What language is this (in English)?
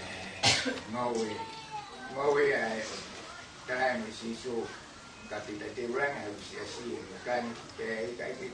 Tongan